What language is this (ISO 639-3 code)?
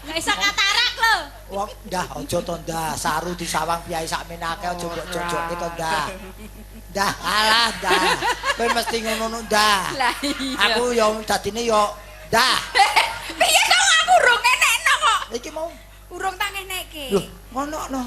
jav